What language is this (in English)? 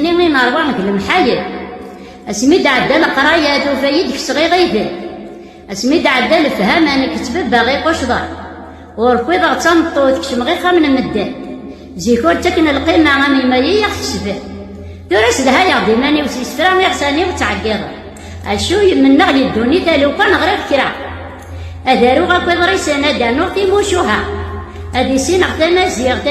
Kabyle